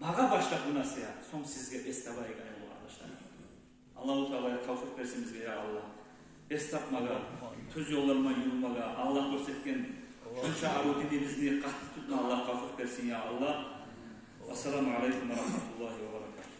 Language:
Kumyk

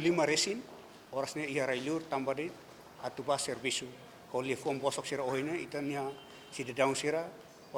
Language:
Tetum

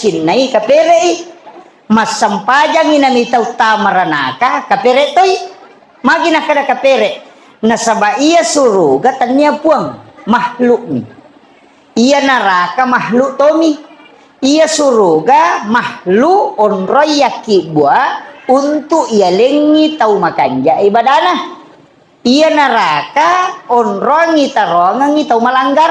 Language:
Buginese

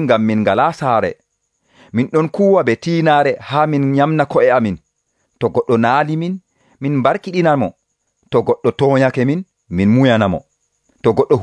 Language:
Nigerian Fulfulde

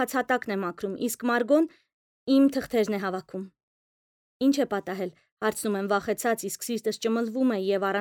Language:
Armenian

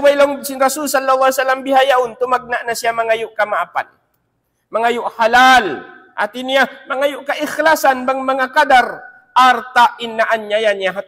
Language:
Tausug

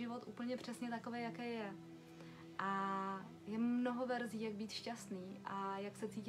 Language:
Czech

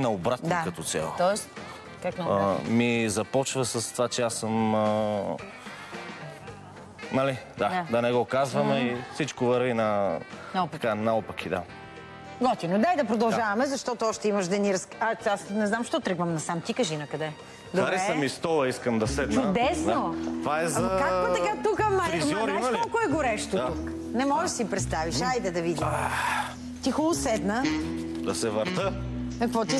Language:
Bulgarian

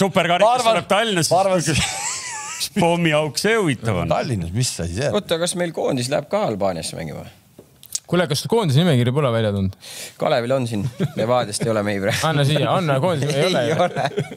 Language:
Estonian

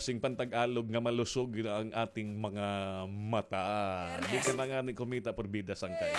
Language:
Waray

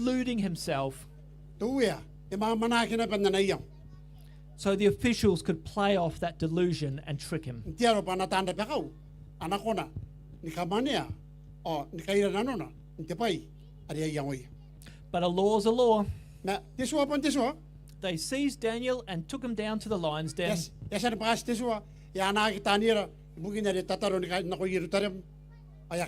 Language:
Gilbertese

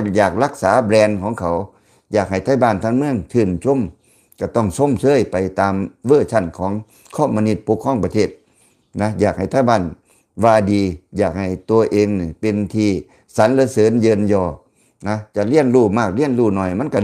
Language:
Lao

